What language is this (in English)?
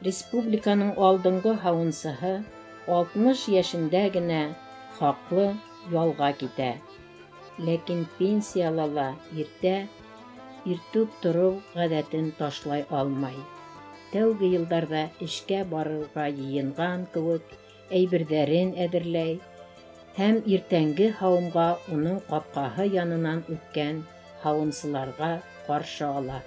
Bashkir